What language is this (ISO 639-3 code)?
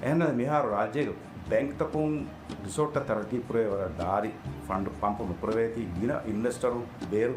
div